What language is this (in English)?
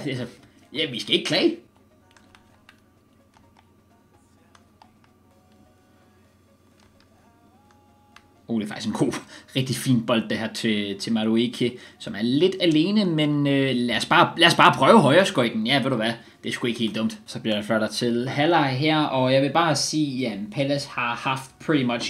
Danish